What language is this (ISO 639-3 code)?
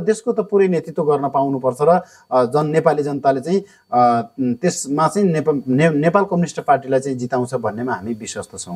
nep